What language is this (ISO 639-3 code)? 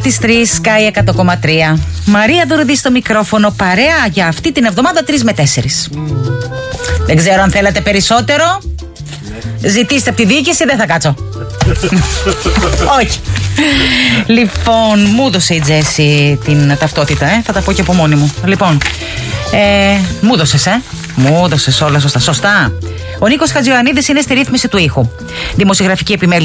ell